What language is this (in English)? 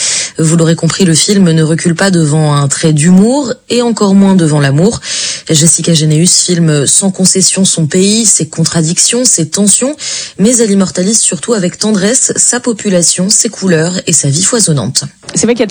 French